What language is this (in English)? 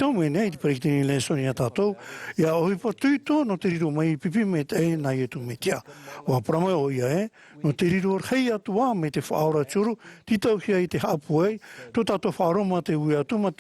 Tahitian